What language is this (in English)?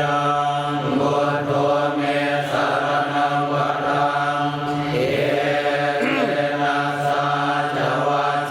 Pali